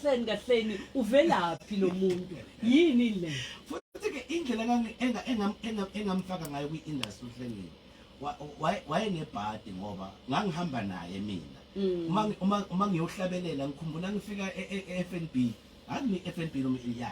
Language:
Zulu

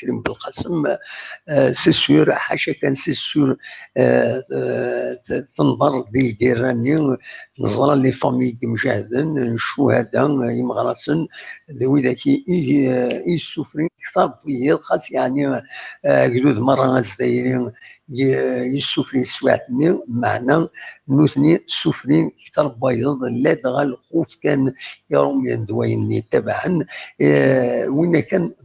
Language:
Kabyle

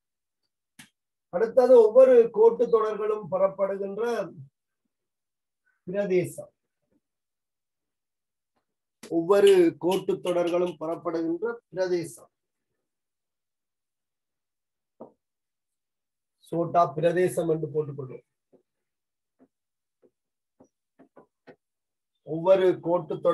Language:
Tamil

